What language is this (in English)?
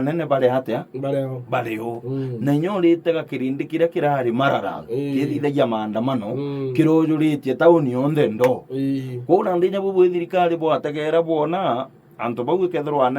Meru